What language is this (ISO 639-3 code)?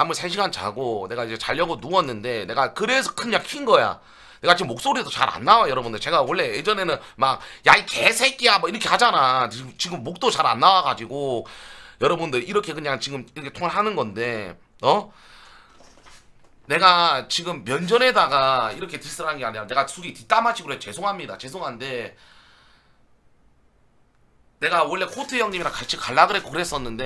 kor